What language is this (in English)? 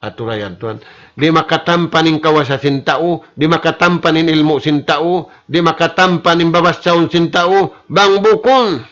Tausug